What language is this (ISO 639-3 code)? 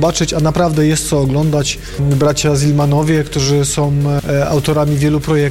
pol